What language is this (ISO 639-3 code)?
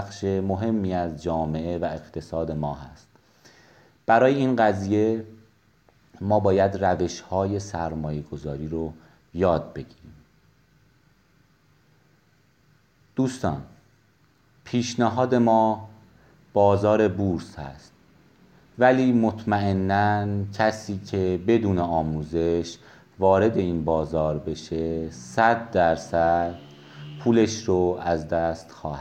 fas